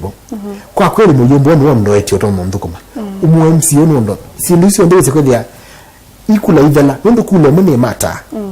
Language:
Kamba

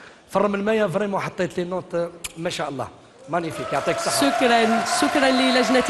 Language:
Algerian Arabic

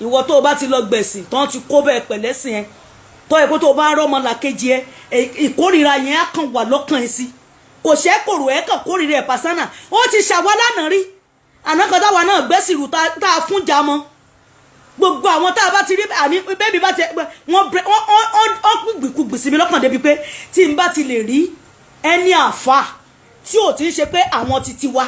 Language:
Yoruba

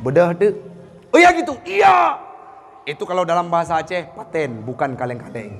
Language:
Achinese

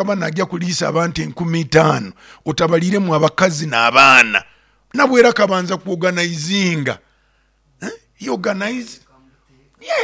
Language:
Nyoro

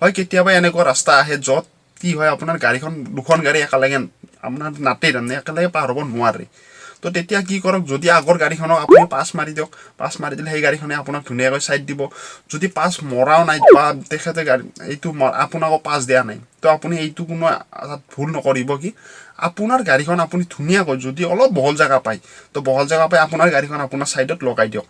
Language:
Assamese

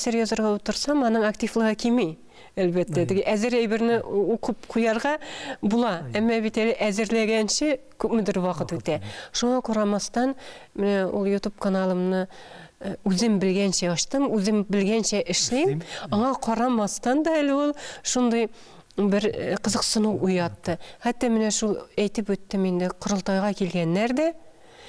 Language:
Tatar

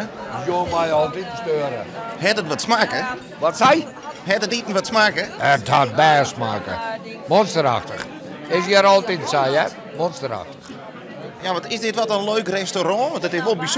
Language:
Western Frisian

